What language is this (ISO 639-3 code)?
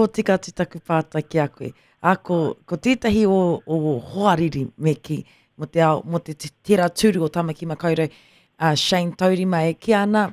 mri